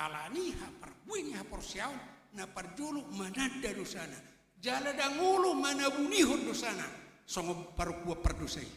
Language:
Batak Toba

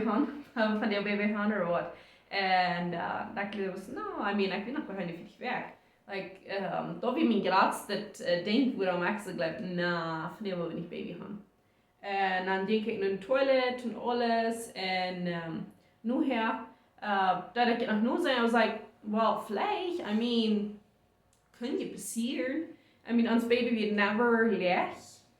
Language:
Plautdietsch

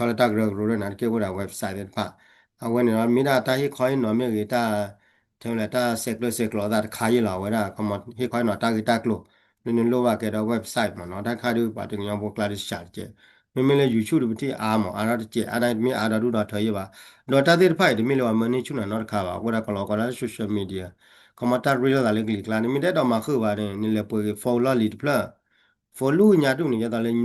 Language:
S'gaw Karen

